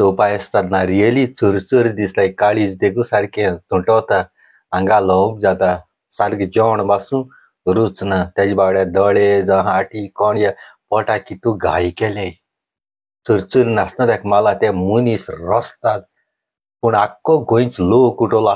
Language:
Konkani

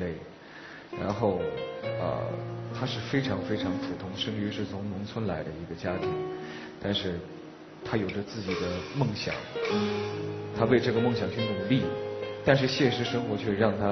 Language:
Chinese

